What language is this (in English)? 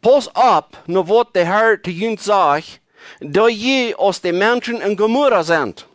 Plautdietsch